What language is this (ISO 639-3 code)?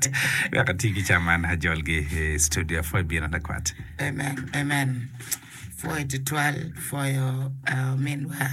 ach